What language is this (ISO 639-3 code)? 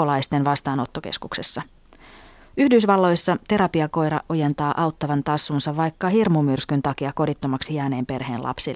fin